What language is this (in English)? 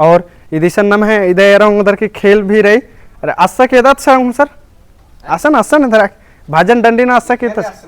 Kurukh